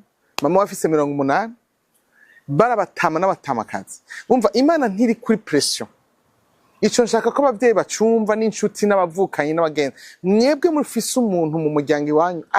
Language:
Rundi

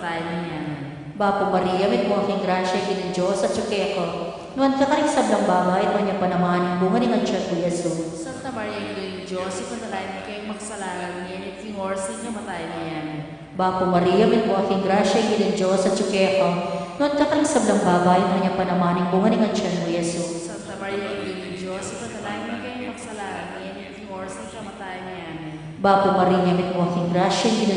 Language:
Pampanga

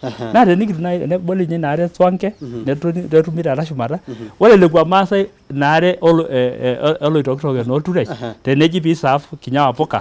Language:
Masai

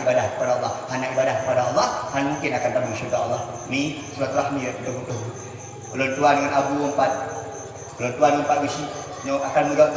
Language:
Achinese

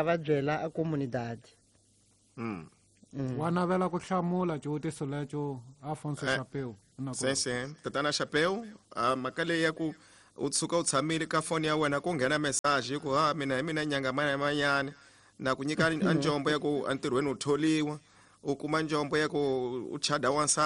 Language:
Tsonga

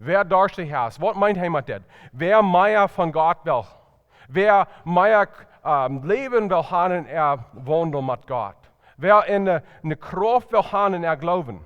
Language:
Plautdietsch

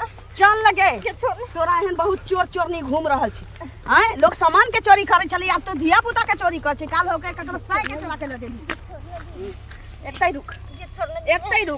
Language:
Maithili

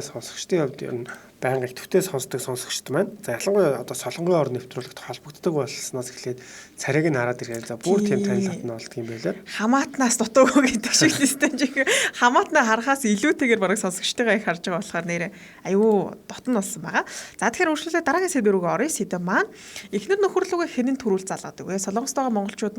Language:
Mongolian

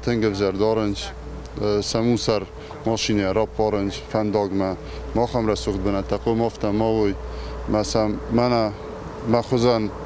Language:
Ossetic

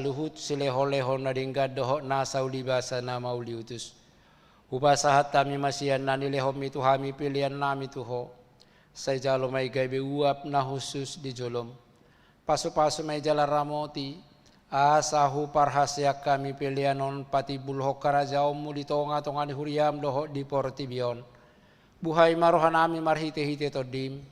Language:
Batak Toba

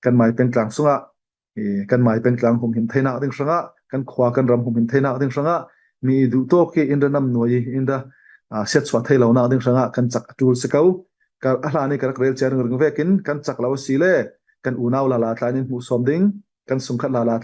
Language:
Falam Chin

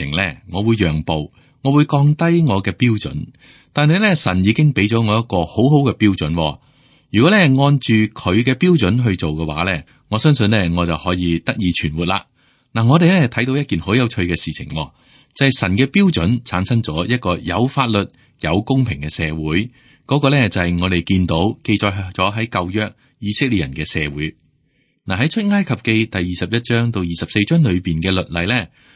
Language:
Cantonese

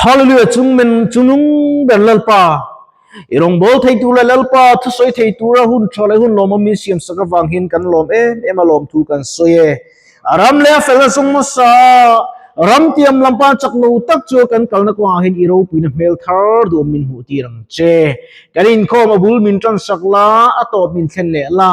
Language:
Mizo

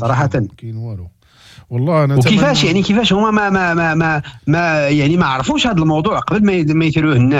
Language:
Moroccan Arabic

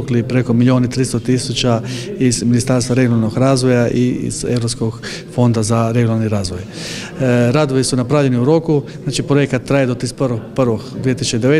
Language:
Croatian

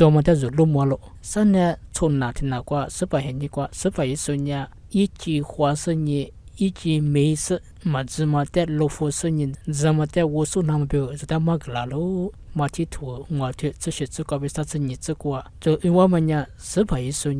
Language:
Lisu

